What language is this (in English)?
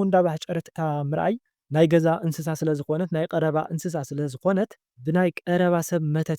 Tigrinya